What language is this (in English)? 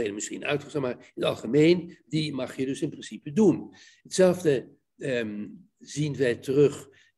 Dutch